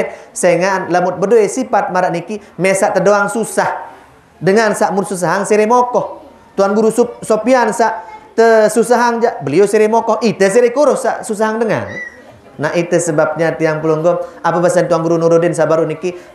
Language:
Sasak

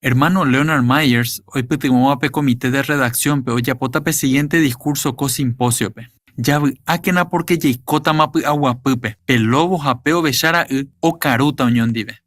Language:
Guarani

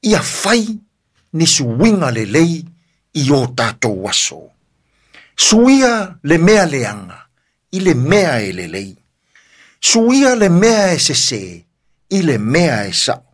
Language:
Samoan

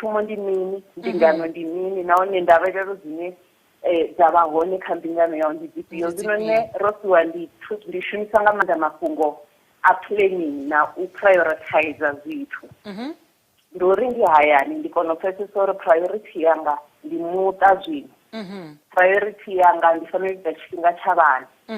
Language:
Venda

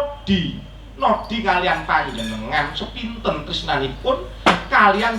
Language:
Javanese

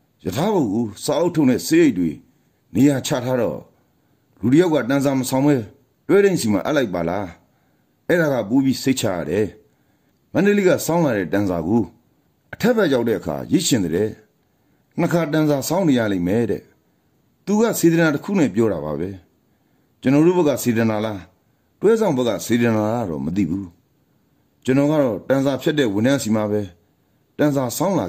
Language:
Burmese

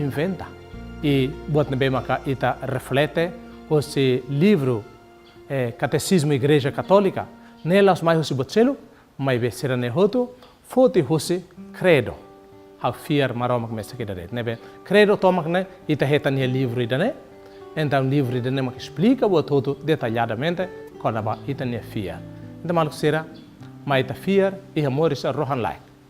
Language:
Tetum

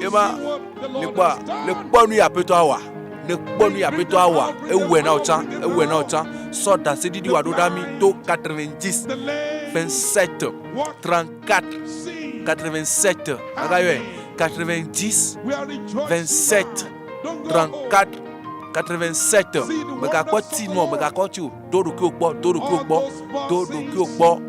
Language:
Ewe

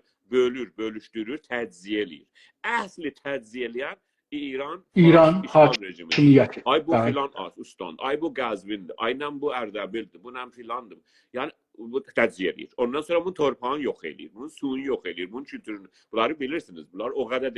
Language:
South Azerbaijani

